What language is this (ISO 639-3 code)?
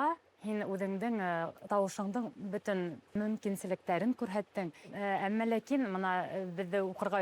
bak